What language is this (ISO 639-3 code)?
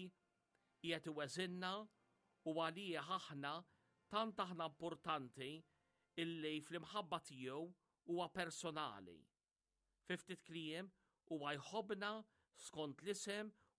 mlt